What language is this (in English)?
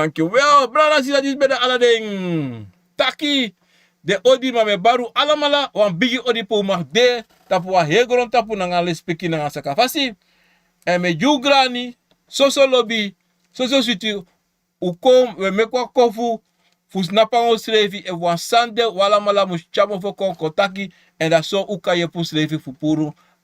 Sranan Tongo